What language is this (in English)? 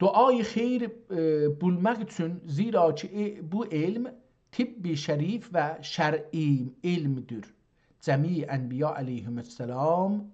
South Azerbaijani